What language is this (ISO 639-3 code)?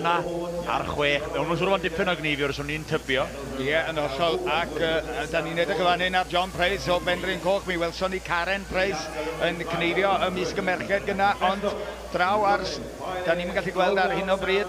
cym